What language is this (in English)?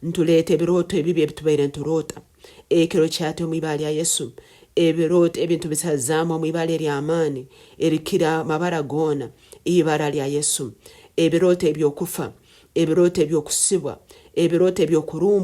Nyankole